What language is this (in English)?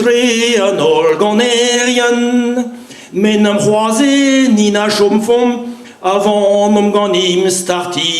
Breton